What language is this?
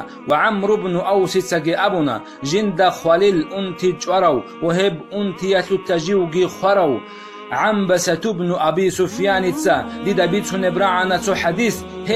Avaric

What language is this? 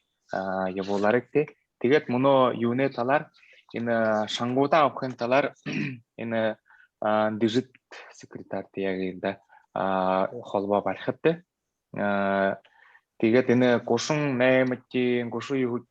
Buriat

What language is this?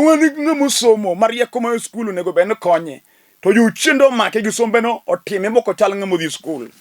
Luo (Kenya and Tanzania)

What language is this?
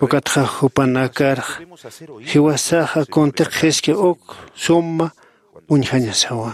Aymara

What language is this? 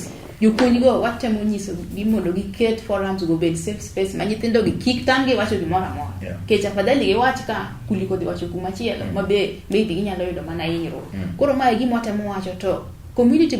Luo (Kenya and Tanzania)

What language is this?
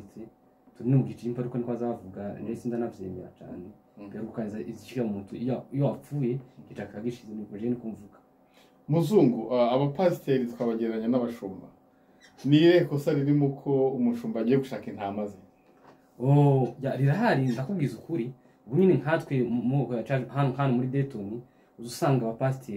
Kinyarwanda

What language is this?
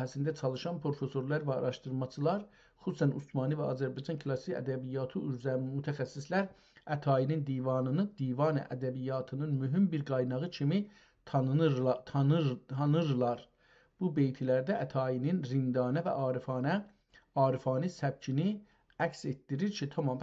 South Azerbaijani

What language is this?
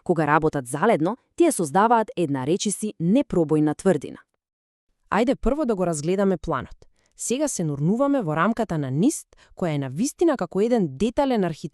Macedonian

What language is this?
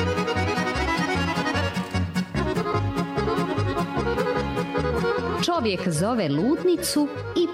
Serbian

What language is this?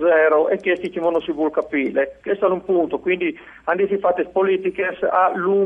Friulian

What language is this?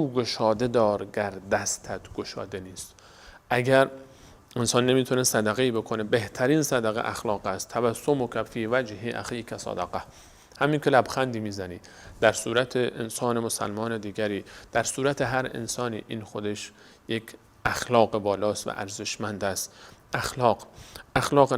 Persian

